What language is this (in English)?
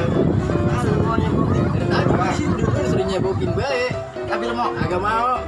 Betawi